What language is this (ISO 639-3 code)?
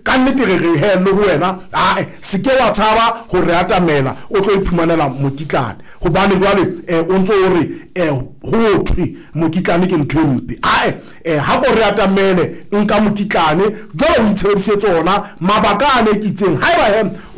sot